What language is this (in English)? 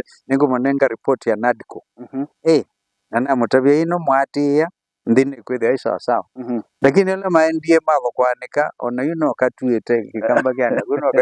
Kamba